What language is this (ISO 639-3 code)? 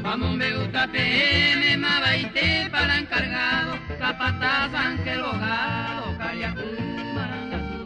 grn